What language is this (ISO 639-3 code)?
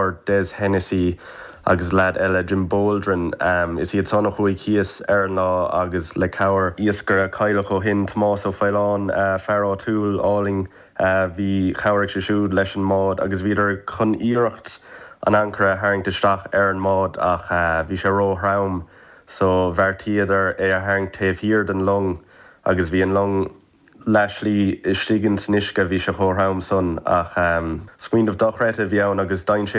gle